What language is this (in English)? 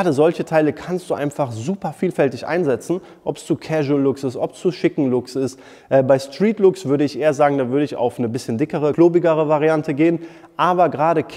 German